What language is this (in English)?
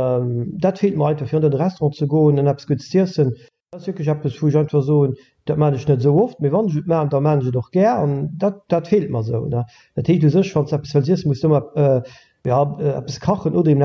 Luxembourgish